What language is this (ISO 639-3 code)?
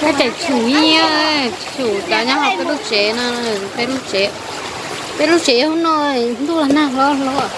hmn